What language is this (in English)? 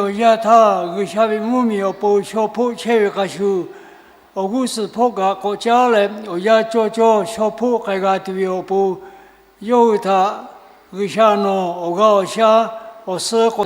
Lahu